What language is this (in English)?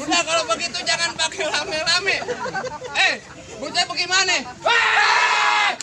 Betawi